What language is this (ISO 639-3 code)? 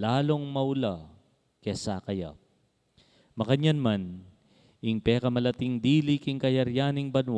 pam